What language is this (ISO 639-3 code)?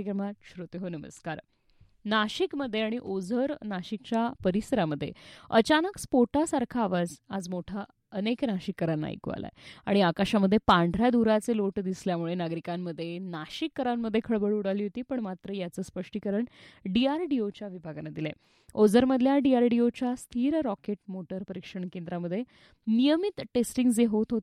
mar